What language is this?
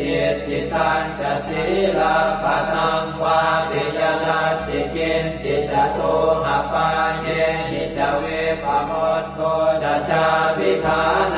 Pali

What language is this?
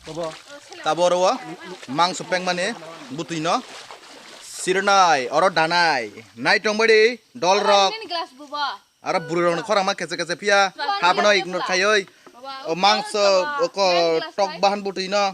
Kok Borok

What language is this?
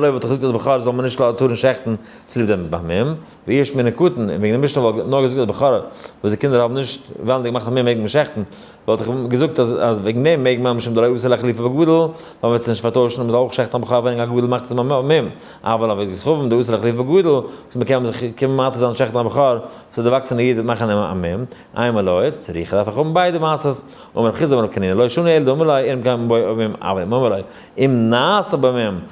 Yiddish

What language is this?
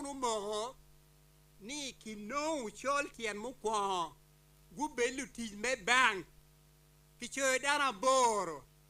Acoli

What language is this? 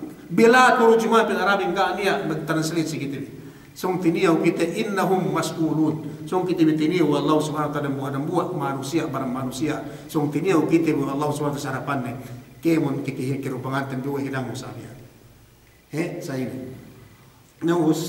Yakan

